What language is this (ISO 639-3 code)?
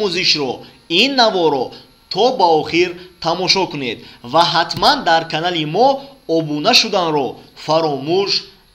tgk